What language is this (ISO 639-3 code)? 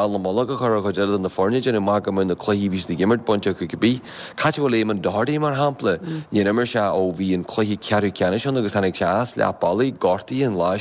gle